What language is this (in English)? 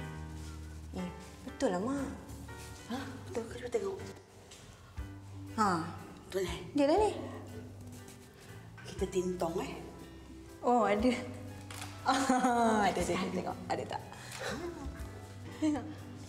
Malay